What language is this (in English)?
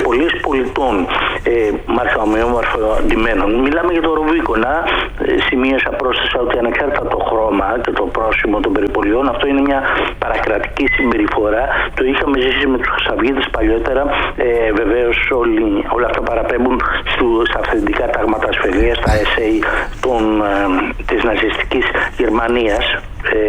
Greek